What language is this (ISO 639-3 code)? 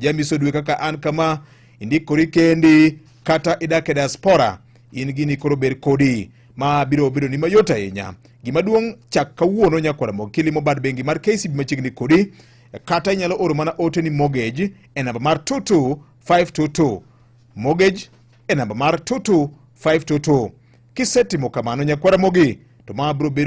luo